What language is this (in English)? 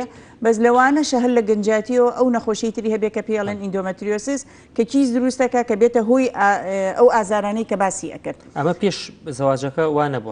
Central Kurdish